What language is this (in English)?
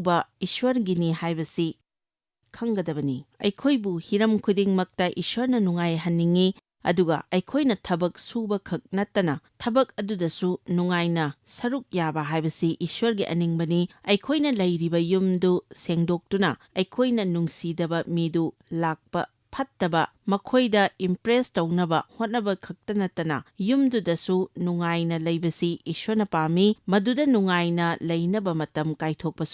Manipuri